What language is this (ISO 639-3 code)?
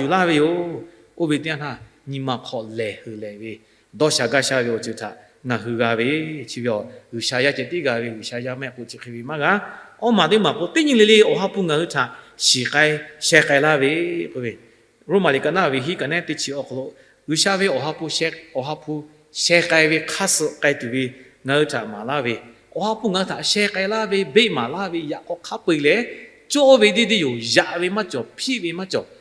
lhu